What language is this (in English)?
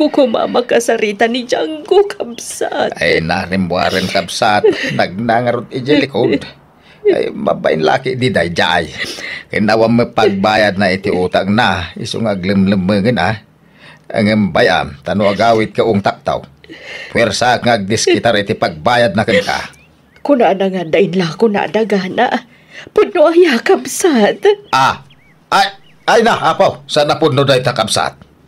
Iloko